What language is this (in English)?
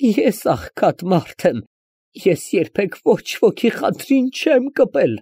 Armenian